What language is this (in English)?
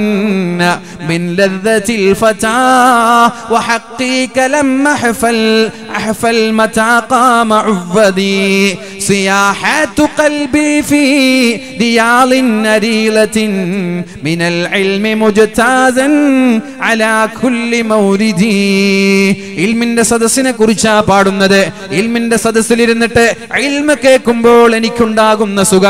Malayalam